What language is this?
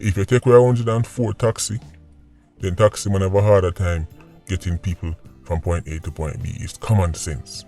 Jamaican Creole English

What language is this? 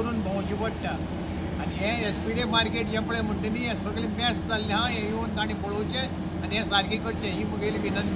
Konkani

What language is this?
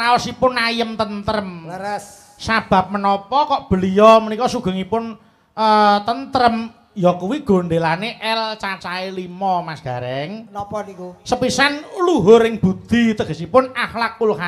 Javanese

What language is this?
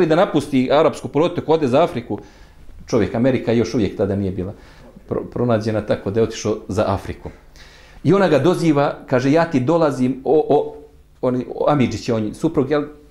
Bosnian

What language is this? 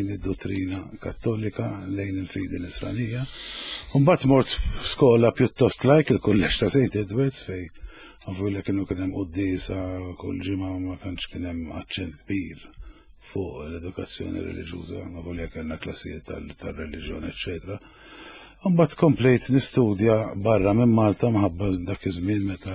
Maltese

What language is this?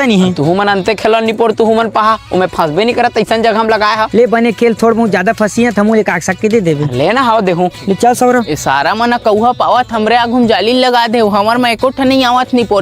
Chhattisgarhi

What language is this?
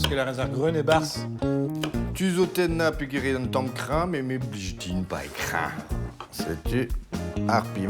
Breton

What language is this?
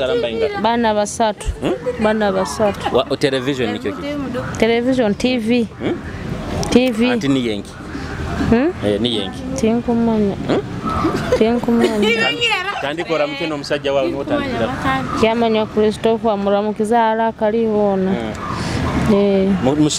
Nyoro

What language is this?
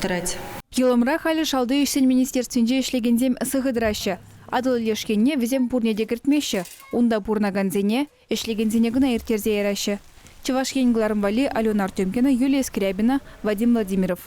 Chuvash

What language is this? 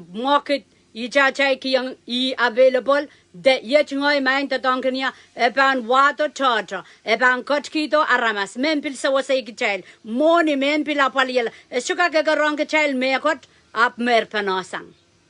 Pohnpeian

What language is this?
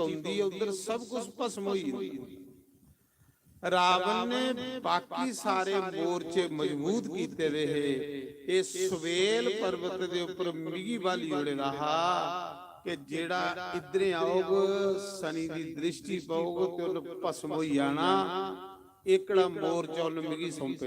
Dogri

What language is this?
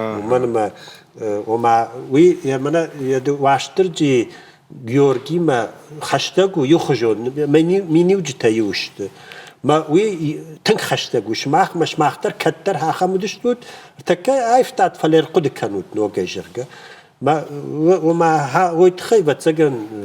Ossetic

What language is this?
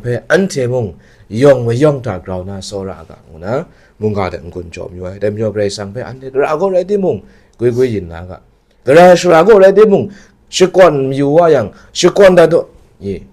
Kachin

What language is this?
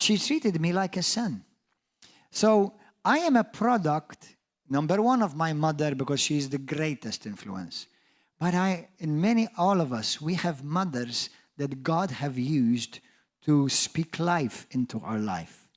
English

